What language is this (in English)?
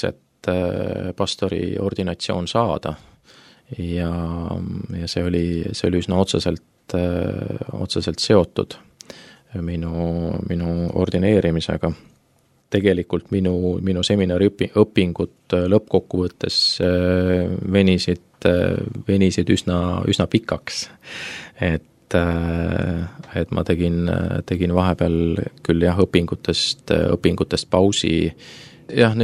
Estonian